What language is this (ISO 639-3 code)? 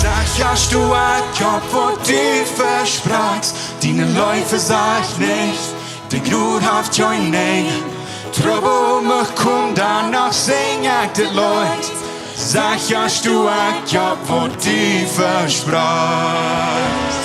pdt